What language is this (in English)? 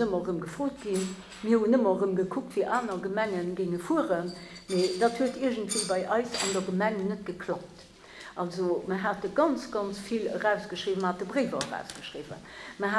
Luxembourgish